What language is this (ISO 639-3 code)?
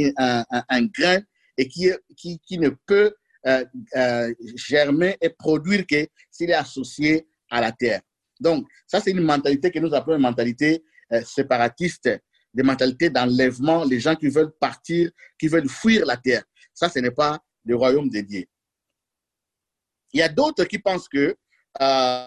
fra